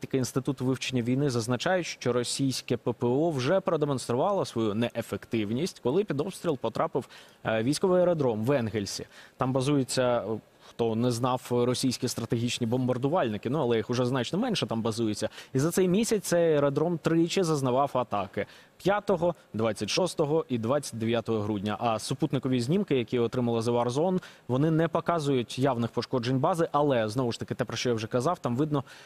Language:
Ukrainian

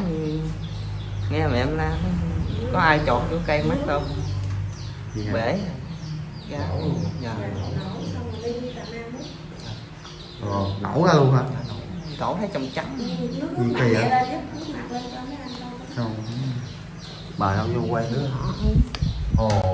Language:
Vietnamese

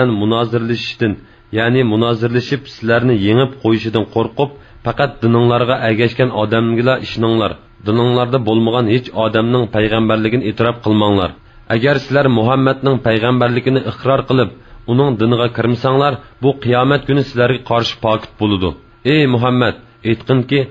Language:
Uyghur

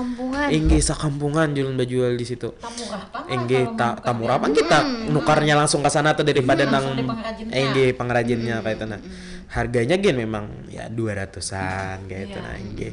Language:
Banjar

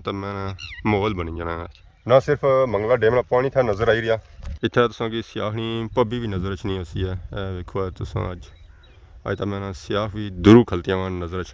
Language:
Pahari-Potwari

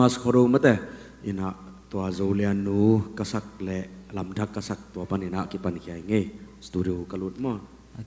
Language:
Tedim Chin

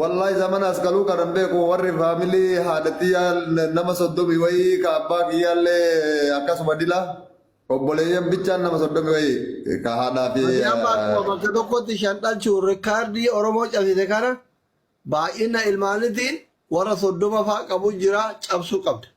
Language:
Oromo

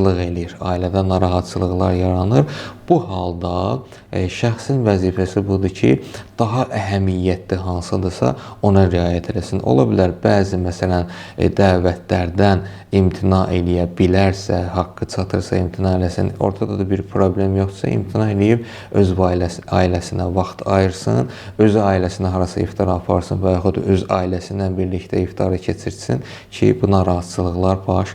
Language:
Azerbaijani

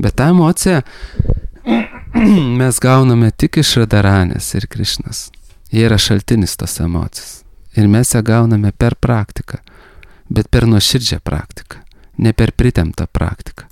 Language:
Lithuanian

